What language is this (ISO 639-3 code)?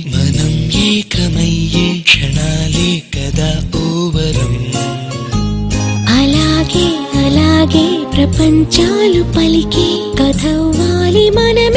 tel